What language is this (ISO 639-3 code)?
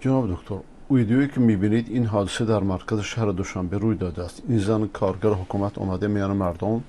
fas